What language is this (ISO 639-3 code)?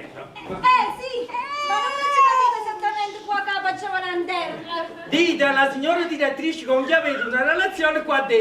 nap